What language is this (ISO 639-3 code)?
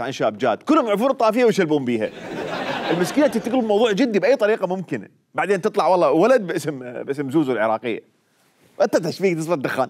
acm